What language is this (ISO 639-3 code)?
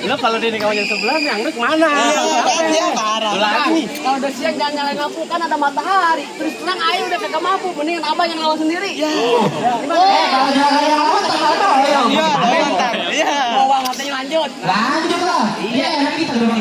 bew